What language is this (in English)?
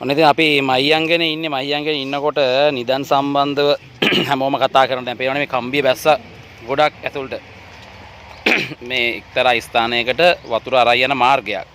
Sinhala